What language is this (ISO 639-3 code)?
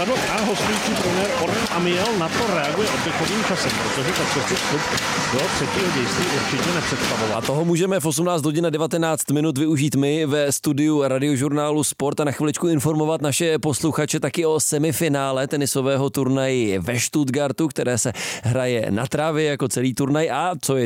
ces